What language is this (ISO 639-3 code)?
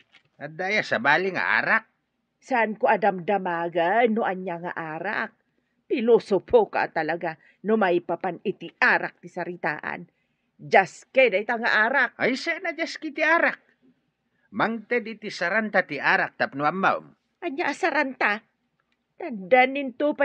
ilo